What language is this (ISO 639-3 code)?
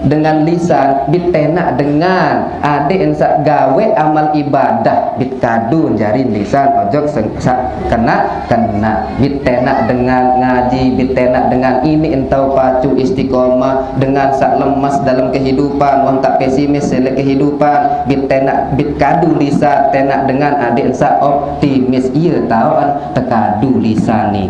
sas